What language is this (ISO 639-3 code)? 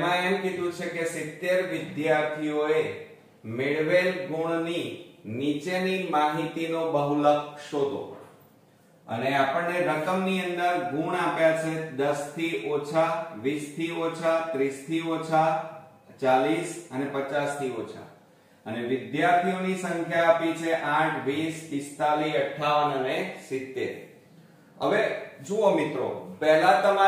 guj